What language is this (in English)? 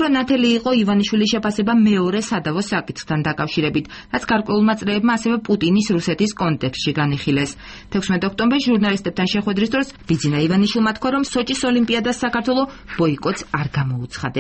Georgian